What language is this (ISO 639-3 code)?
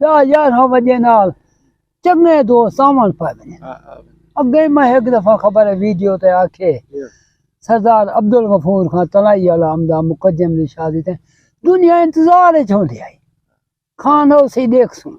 skr